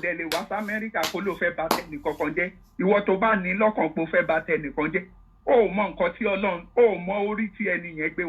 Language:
Yoruba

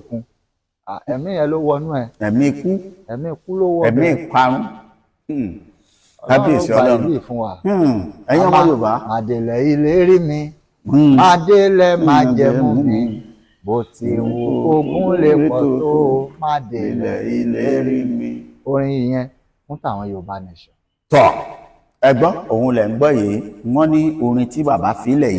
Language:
Yoruba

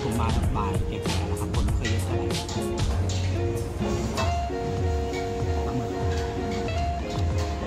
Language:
Thai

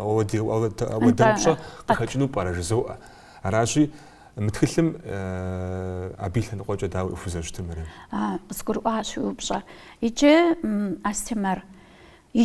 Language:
Kabardian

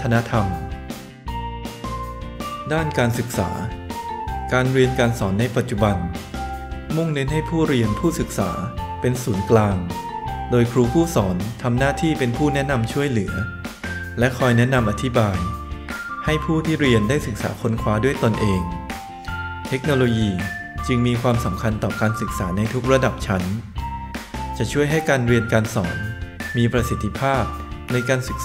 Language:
Thai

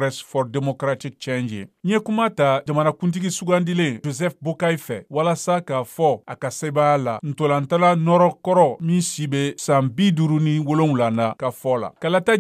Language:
Bambara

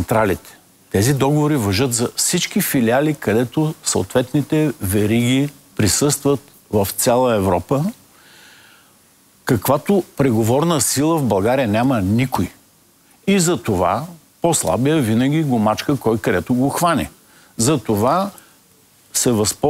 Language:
Bulgarian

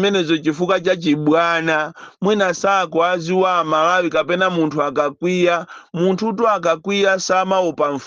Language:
Nyanja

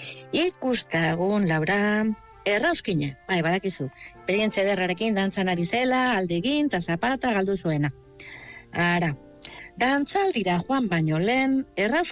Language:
Basque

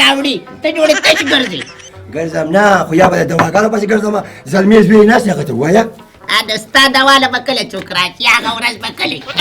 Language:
Pashto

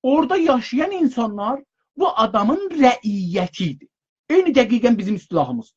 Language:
South Azerbaijani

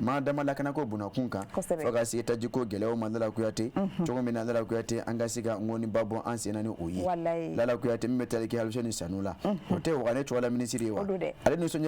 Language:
Bambara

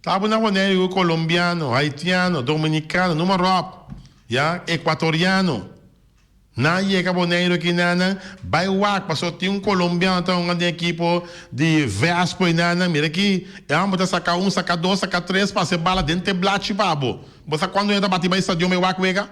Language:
Papiamento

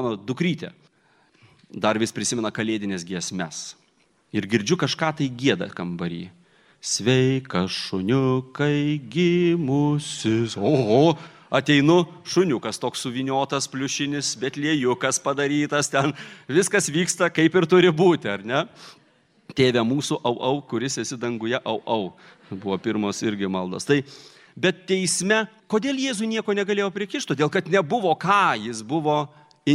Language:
Lithuanian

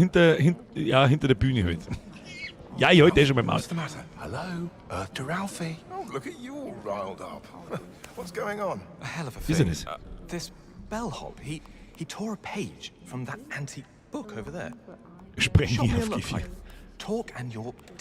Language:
Bavarian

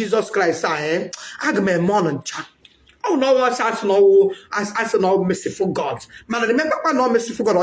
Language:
Igbo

